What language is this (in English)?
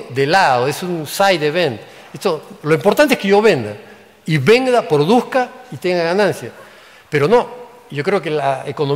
Spanish